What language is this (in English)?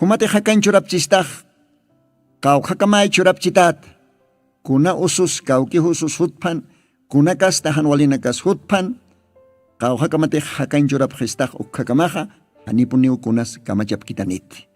Aymara